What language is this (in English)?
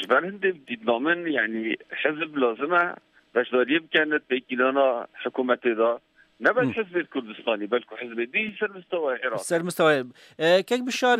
Kurdish